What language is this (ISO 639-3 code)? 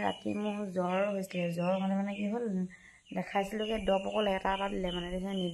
asm